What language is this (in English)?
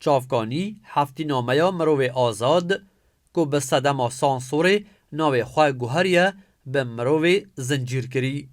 Kurdish